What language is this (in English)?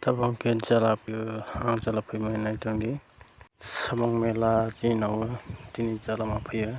Kok Borok